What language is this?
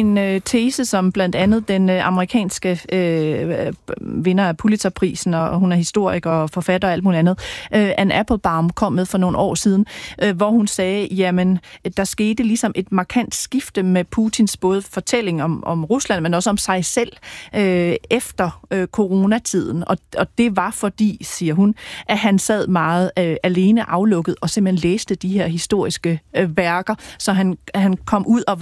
Danish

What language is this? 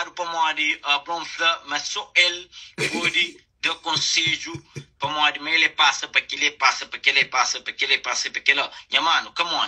Kabuverdianu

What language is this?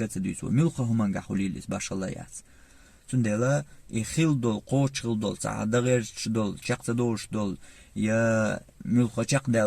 Chechen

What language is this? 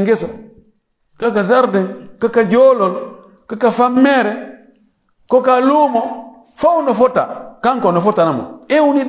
Pular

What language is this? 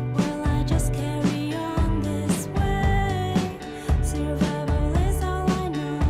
Western Canadian Inuktitut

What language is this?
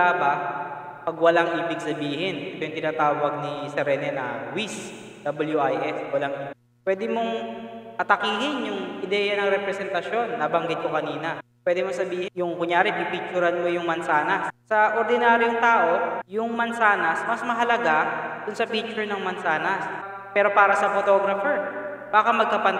Filipino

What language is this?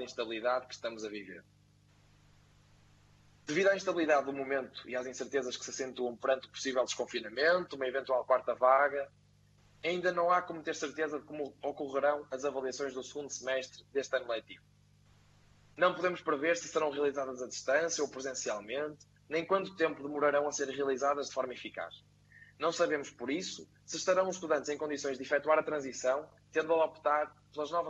Portuguese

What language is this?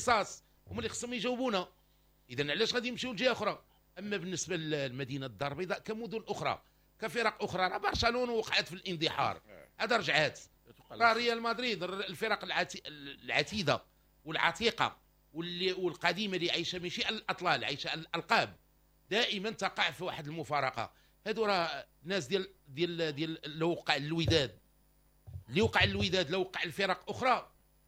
Moroccan Arabic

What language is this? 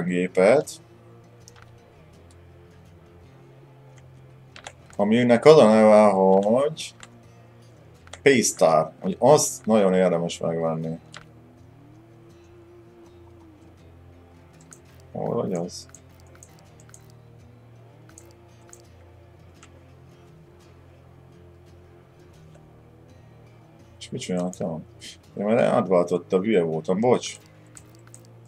Hungarian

